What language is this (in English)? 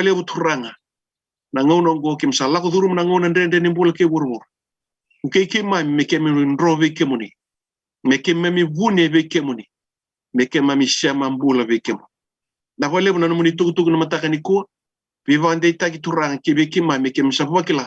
Fijian